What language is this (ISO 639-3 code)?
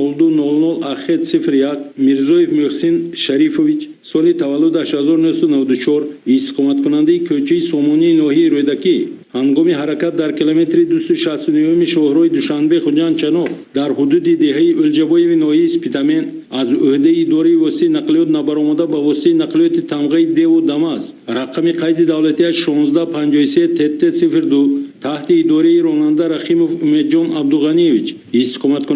tgk